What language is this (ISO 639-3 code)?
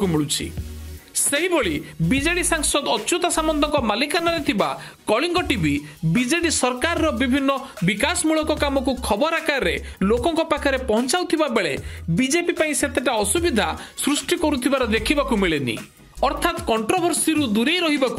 ori